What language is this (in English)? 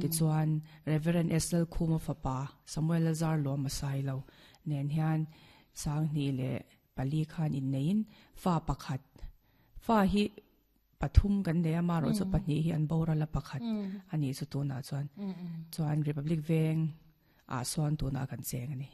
Mizo